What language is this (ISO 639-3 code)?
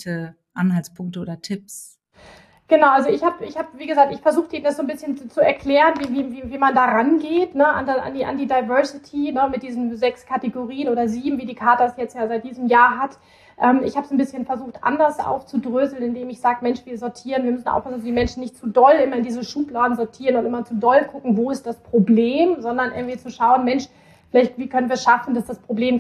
deu